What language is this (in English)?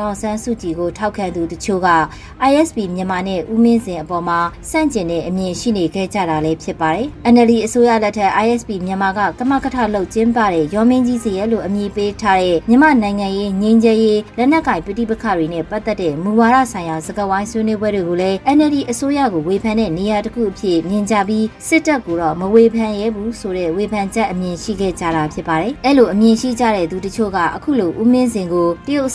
Burmese